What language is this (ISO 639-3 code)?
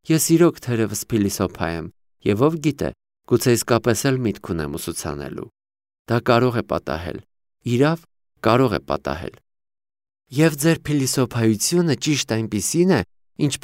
hye